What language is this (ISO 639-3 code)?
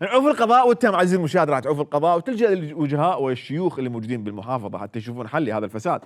acm